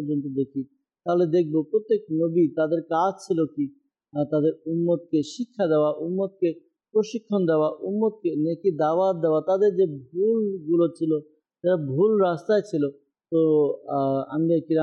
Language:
Bangla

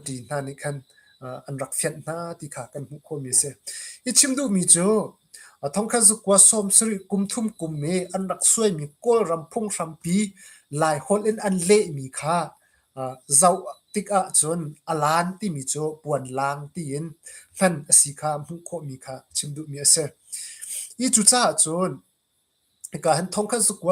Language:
Hakha Chin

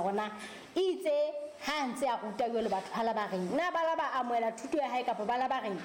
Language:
Southern Sotho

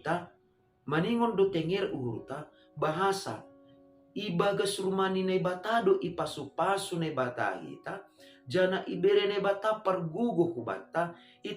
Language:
Batak Simalungun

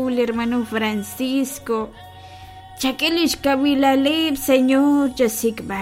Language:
Kekchí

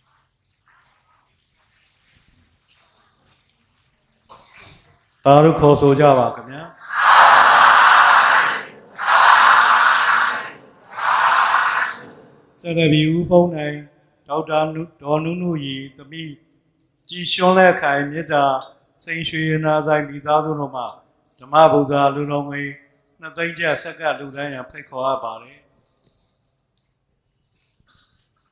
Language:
Burmese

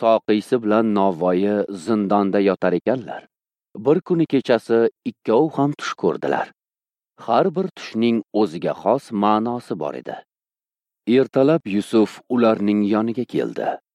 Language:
Uzbek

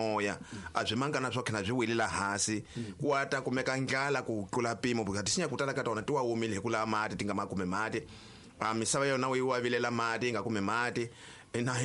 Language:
Tsonga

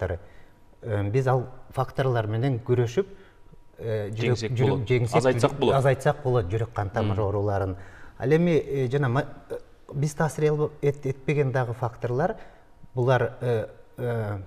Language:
Kyrgyz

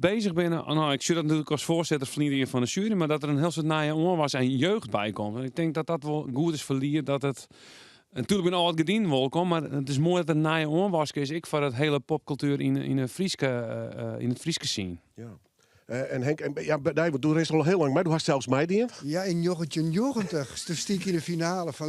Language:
Western Frisian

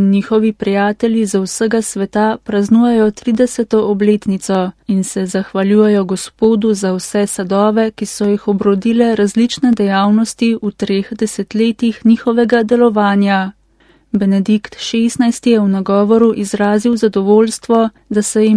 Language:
Slovenian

